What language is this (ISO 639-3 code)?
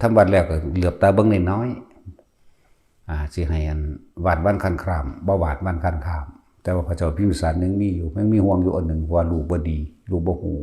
tts